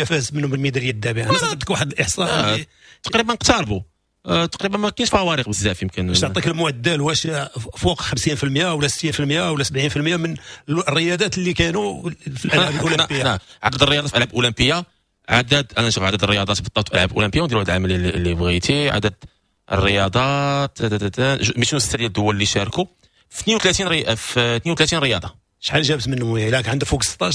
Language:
Moroccan Arabic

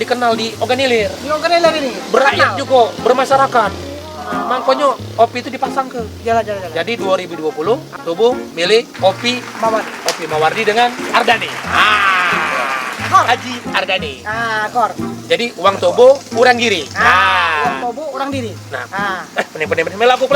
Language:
Musi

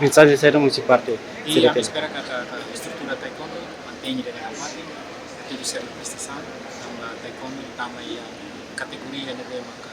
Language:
Tetum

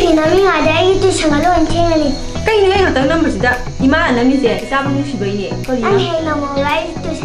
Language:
Manipuri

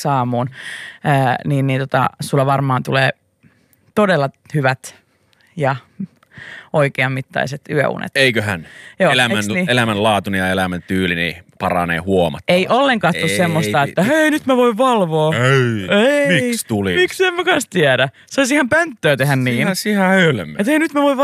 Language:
Finnish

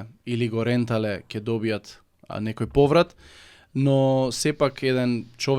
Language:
Macedonian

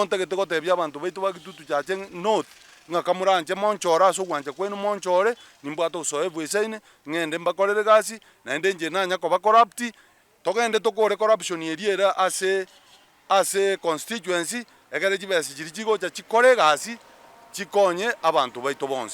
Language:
Gusii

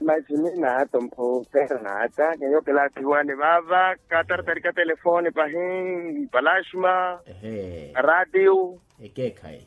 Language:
Makhuwa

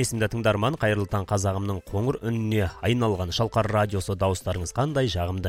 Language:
Kazakh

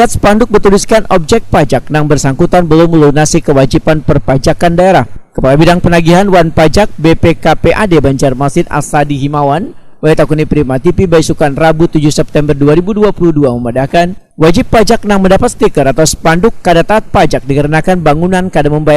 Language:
Banjar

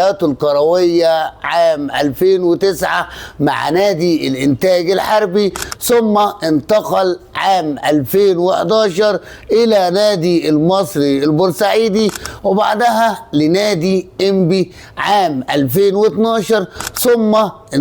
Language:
Egyptian Arabic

